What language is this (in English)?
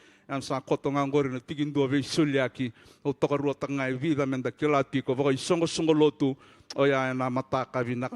Fijian